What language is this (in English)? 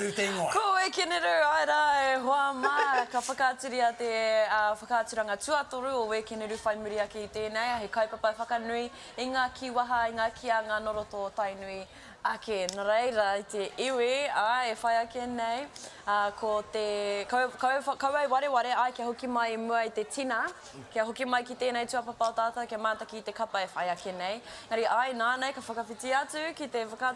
Māori